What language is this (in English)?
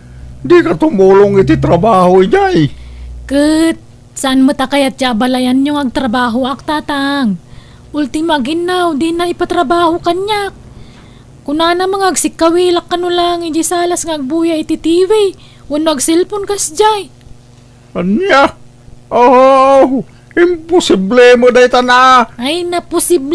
Iloko